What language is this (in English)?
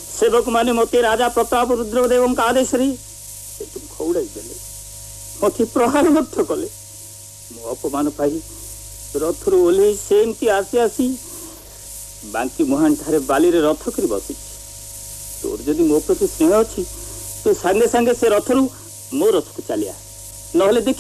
Odia